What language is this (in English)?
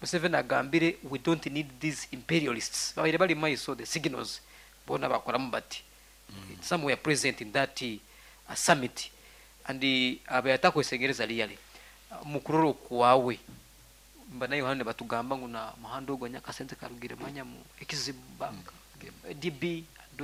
Nyankole